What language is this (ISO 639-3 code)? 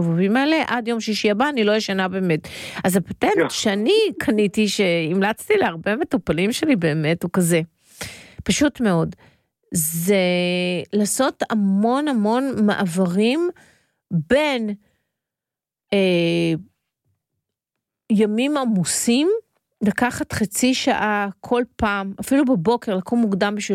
heb